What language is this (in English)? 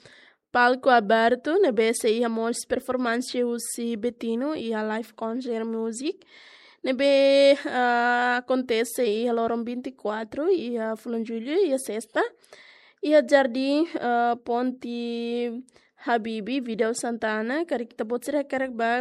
Tetum